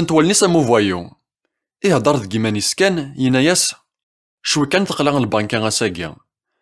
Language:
Kabyle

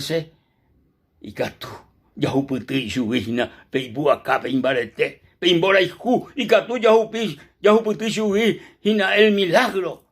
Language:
Guarani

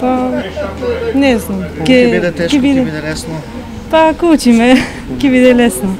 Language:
Macedonian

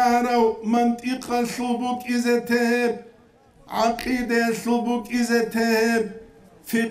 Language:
Avaric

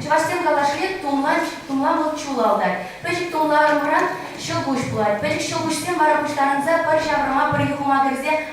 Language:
Chuvash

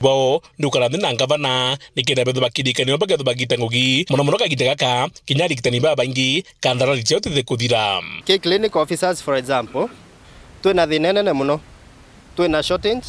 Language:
Meru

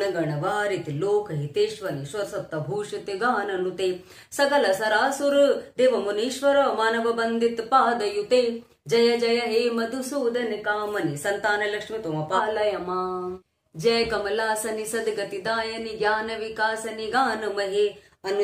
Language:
Sanskrit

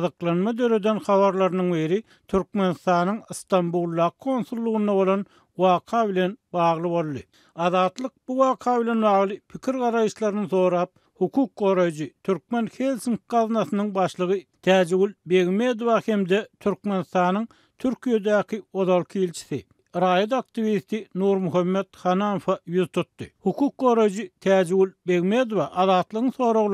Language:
Turkmen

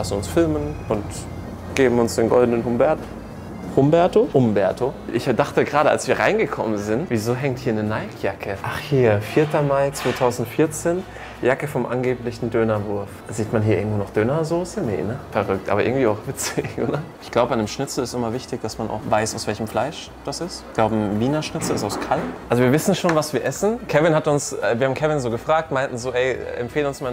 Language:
German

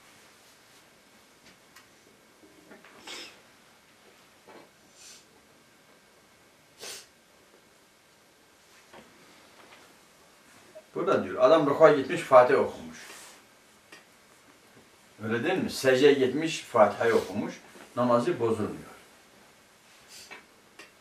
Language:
Turkish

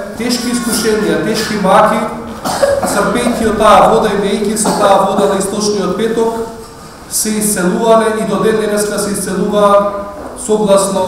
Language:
Macedonian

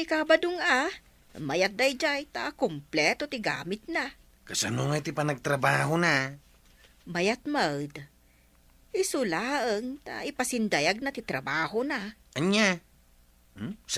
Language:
Iloko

